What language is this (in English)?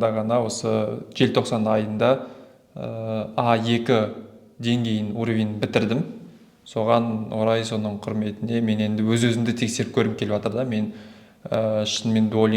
Kazakh